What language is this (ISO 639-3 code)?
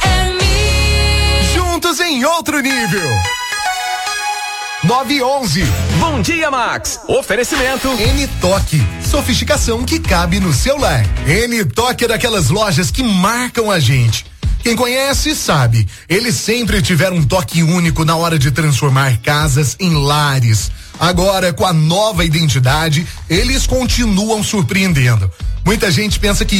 por